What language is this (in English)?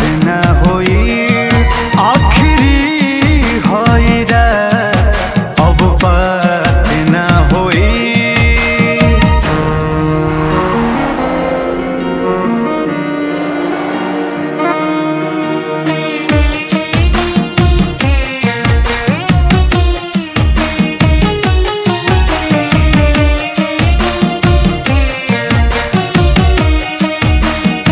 Bhojpuri